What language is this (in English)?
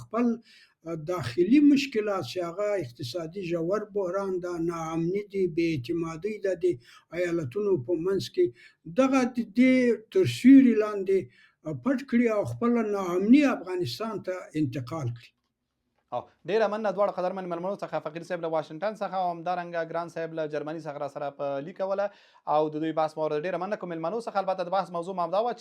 Pashto